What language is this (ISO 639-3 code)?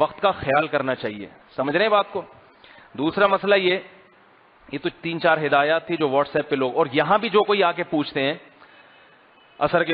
urd